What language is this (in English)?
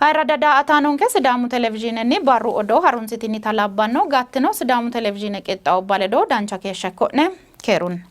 Sidamo